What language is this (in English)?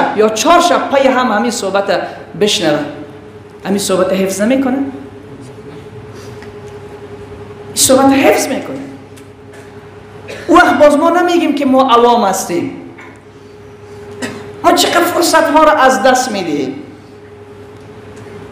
Persian